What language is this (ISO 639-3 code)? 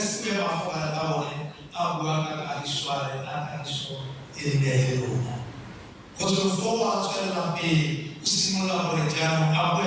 tsn